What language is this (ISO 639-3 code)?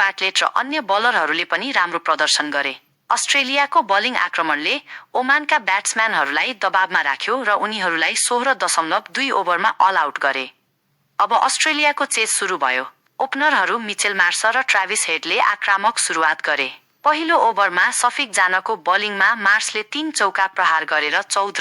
nep